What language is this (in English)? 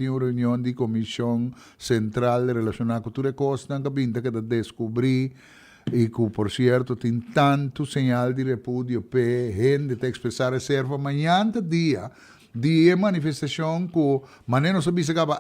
Papiamento